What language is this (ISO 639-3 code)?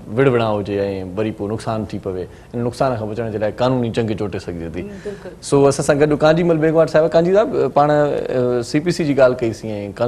snd